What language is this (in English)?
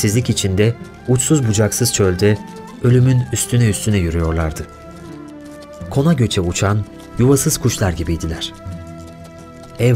Turkish